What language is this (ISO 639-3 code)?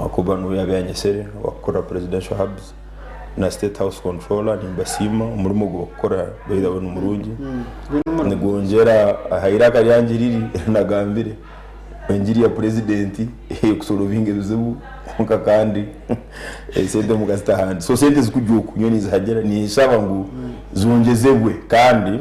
nyn